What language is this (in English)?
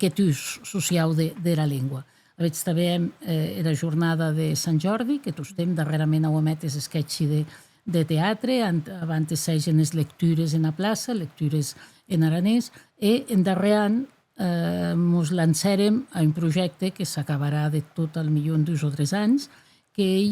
Occitan